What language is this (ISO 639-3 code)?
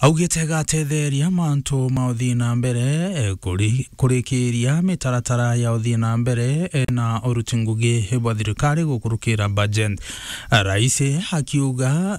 mer